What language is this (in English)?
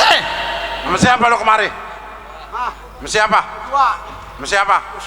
Betawi